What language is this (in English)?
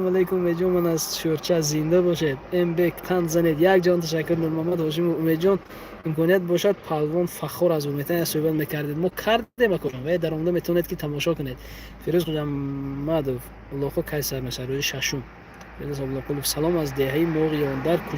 Tajik